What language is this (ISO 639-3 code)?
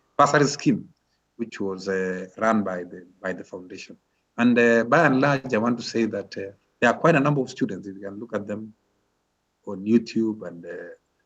kln